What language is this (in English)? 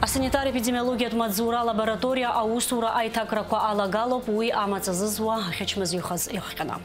Abkhazian